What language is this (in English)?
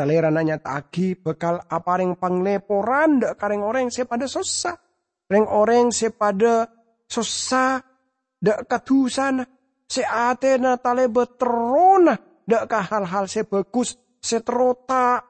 Madurese